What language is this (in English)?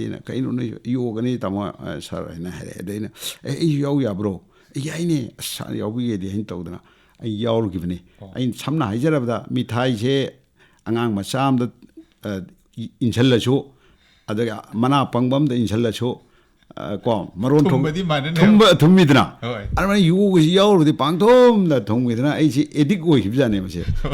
Manipuri